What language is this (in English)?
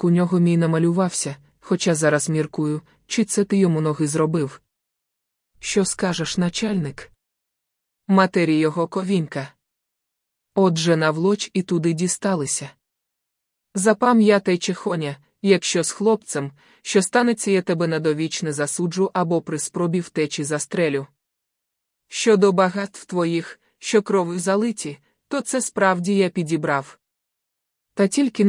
Ukrainian